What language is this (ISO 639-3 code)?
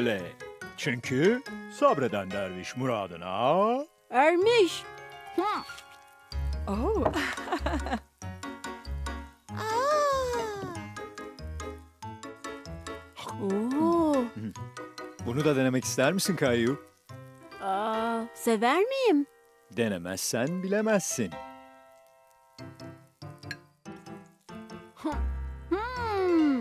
tur